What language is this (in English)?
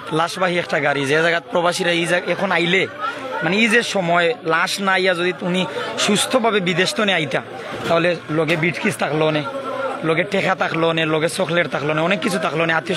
Sylheti